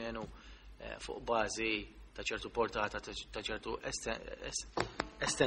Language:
Maltese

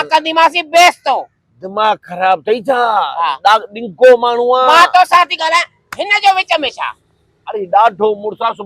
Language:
Sindhi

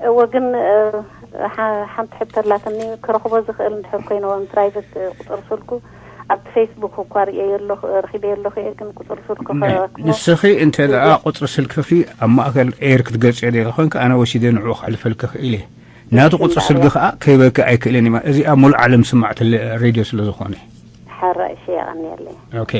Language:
Tigrinya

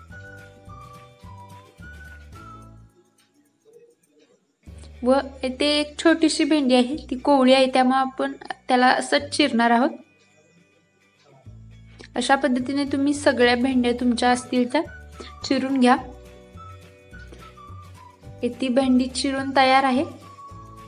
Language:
Marathi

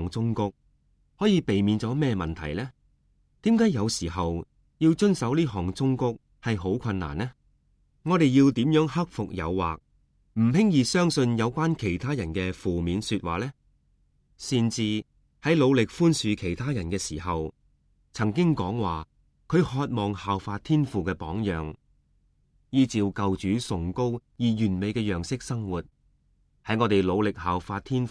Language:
Cantonese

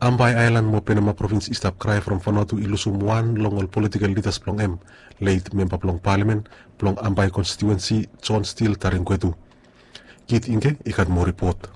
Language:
Bislama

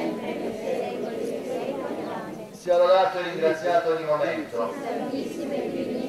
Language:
Italian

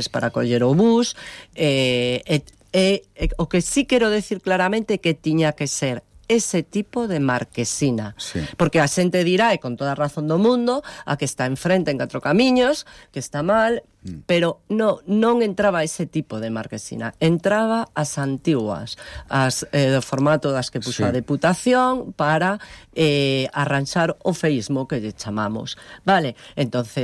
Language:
Galician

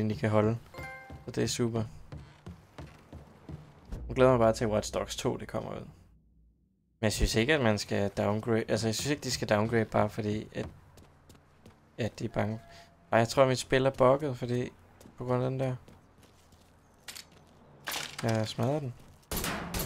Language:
Danish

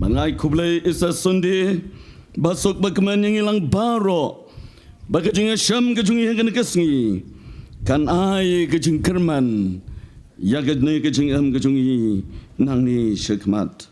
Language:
Khasi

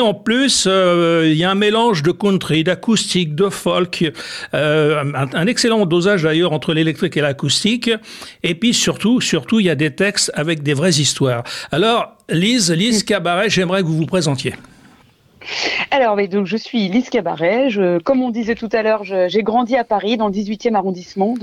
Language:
French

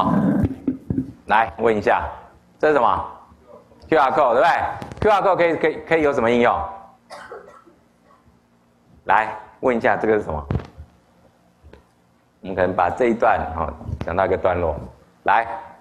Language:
Chinese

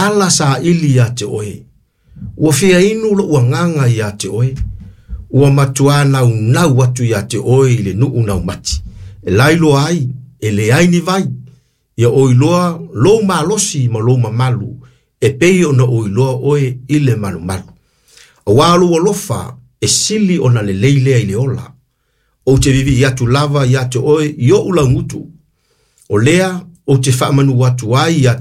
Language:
Samoan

